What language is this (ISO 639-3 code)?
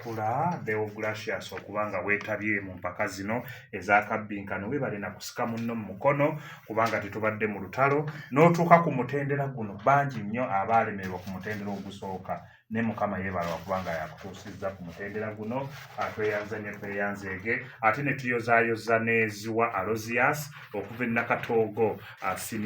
lug